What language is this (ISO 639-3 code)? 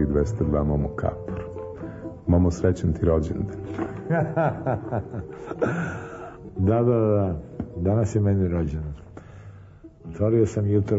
srp